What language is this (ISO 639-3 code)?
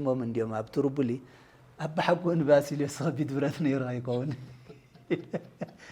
tir